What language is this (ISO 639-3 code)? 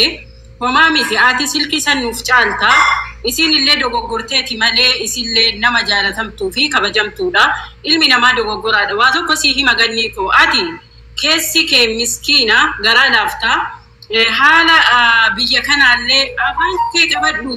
orm